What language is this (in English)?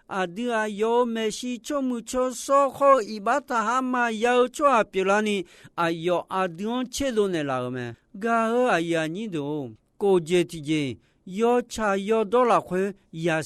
Akha